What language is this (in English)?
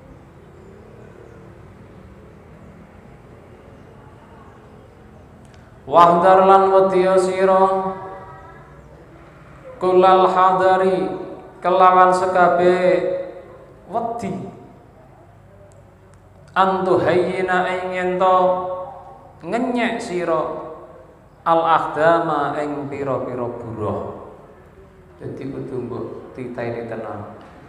Javanese